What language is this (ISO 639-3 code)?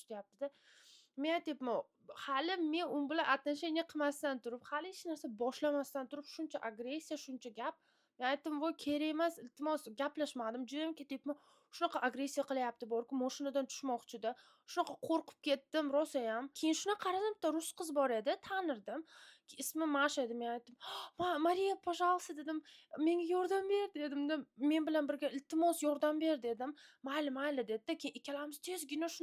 uzb